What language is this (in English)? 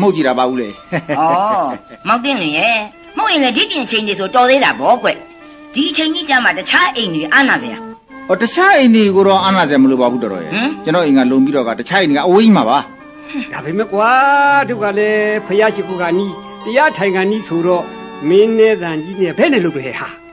Burmese